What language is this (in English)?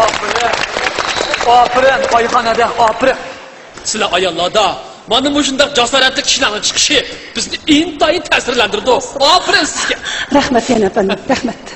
Uyghur